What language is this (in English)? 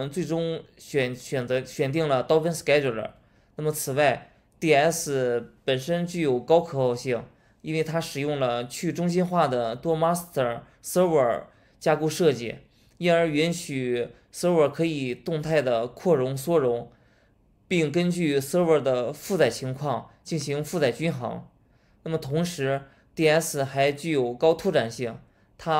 Chinese